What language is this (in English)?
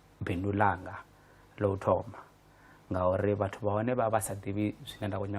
Venda